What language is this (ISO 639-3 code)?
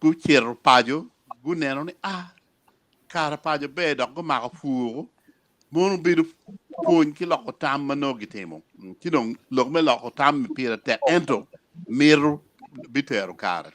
ach